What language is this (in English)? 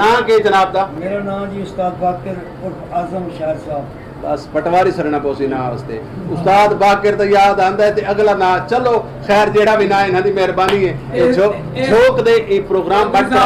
Saraiki